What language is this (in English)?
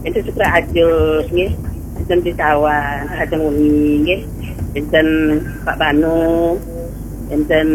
Balinese